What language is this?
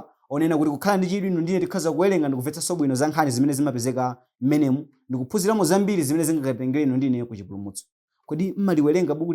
Nyanja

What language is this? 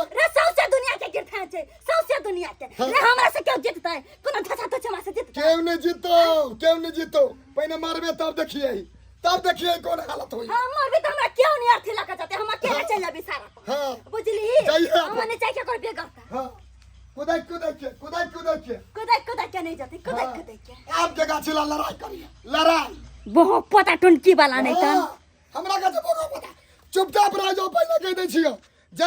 Maithili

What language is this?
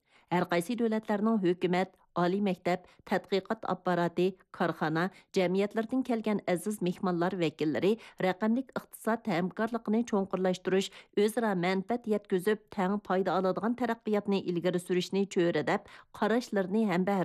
Uyghur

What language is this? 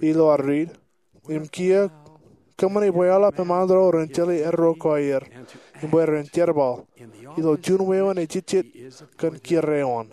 Marshallese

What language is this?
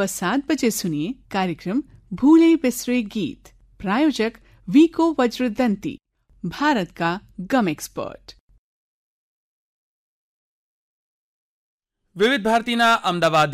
Gujarati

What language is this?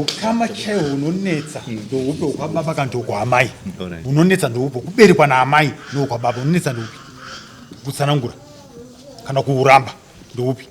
Shona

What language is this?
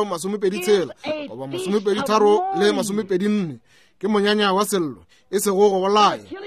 Northern Sotho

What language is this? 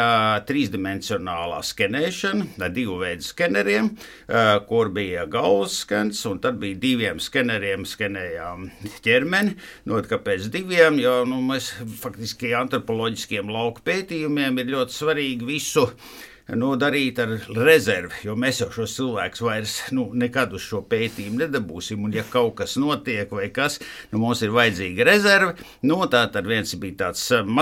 Latvian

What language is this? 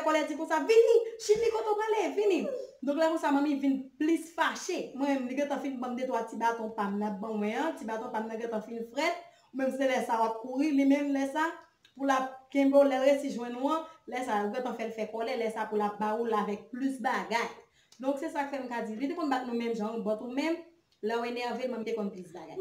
Haitian Creole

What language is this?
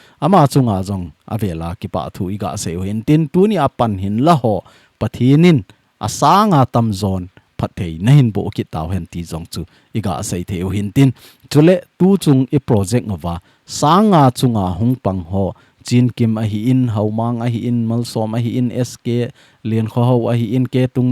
Thado Chin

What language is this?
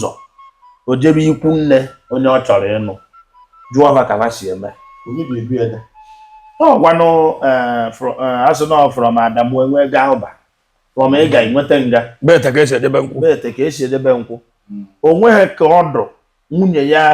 Igbo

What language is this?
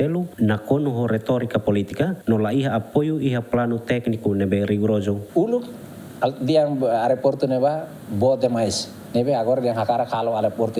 Tetum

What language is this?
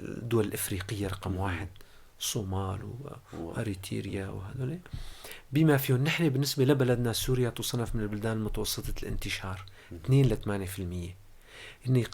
North Levantine Arabic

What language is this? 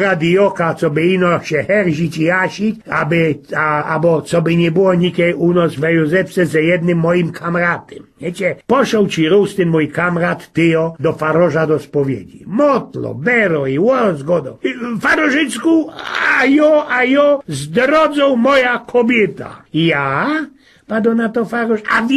Silesian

